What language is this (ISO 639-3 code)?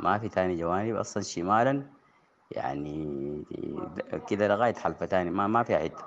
apd